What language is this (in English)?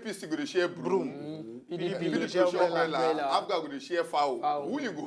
Nigerian Pidgin